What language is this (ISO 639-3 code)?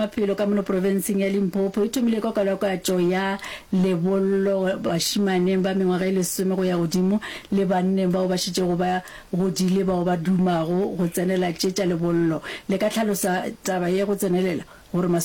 nso